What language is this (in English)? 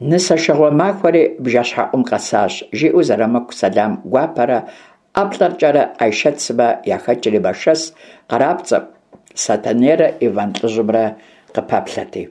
Kabardian